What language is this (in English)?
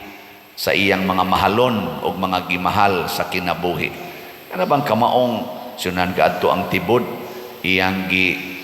Cebuano